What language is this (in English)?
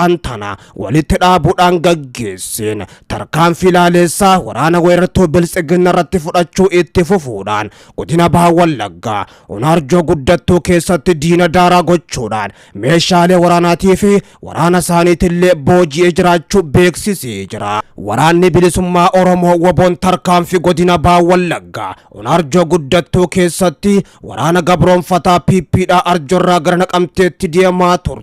Oromo